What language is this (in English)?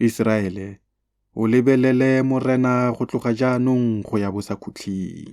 Tswana